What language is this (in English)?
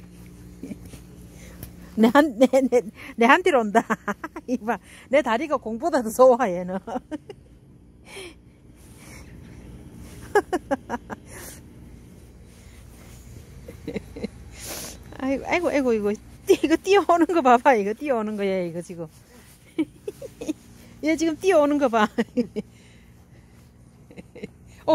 Korean